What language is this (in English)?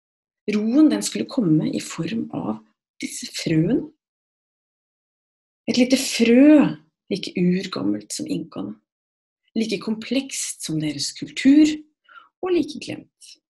Norwegian